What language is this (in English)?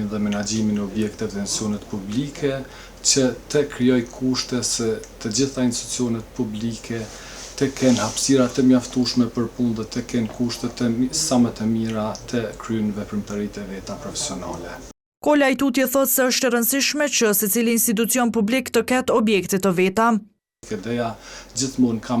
Albanian